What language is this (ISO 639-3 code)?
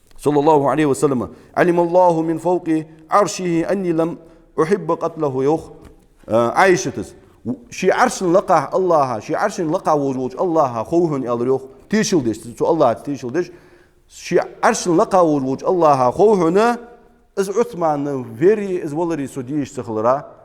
inh